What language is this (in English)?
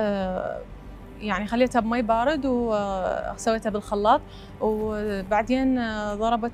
Mesopotamian Arabic